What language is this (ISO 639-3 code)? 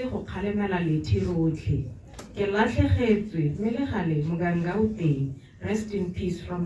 tsn